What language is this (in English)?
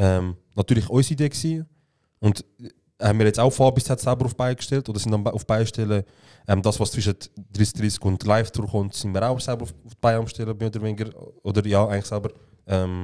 Swiss German